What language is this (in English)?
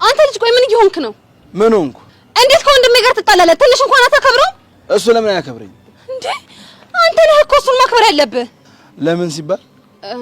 Amharic